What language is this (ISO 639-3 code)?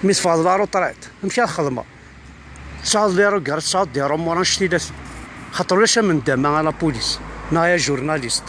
kab